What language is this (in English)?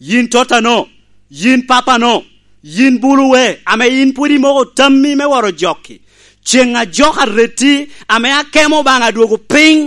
Lango (Uganda)